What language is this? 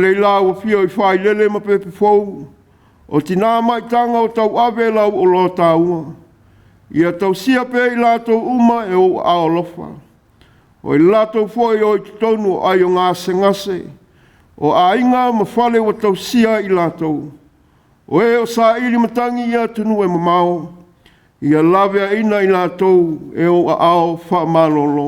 Samoan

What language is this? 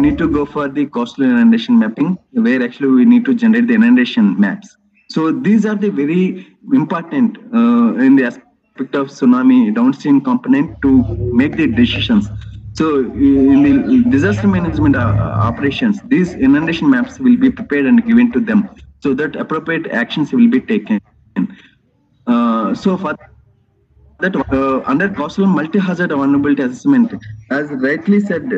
English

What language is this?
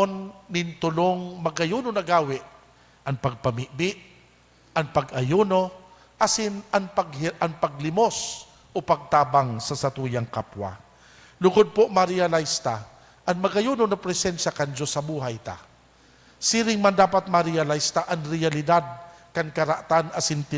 Bikol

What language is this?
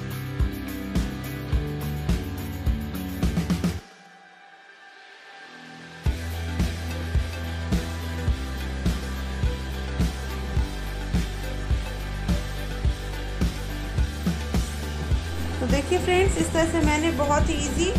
Hindi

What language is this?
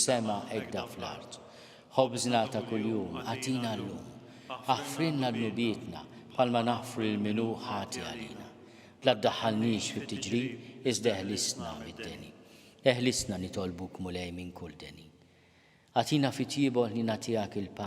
Maltese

